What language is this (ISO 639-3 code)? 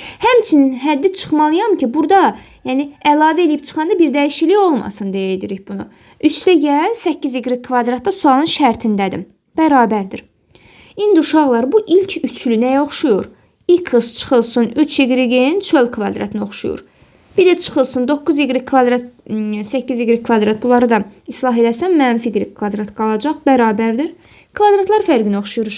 aze